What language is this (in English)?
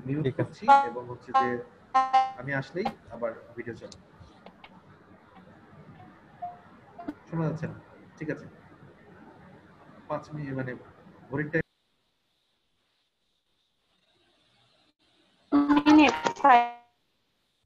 Bangla